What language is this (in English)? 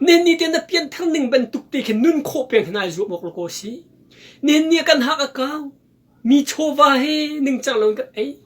Hakha Chin